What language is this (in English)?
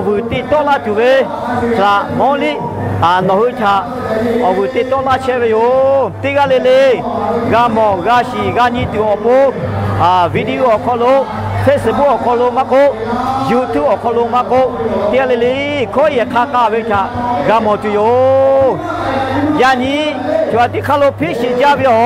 Lahu